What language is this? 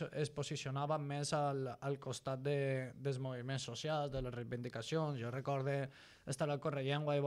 Catalan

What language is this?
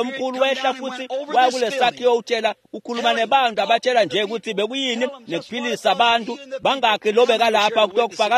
Swati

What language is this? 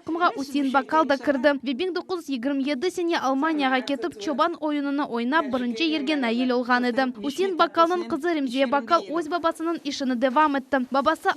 Crimean Tatar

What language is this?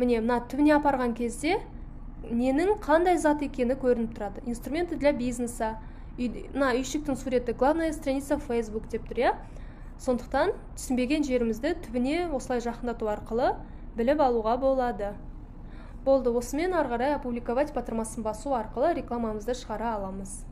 Kazakh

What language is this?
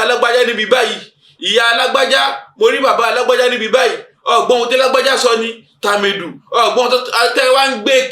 Yoruba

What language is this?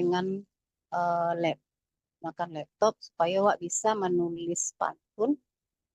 Minangkabau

